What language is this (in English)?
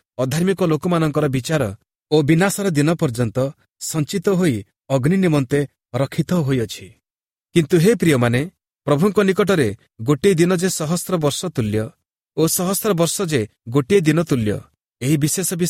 Odia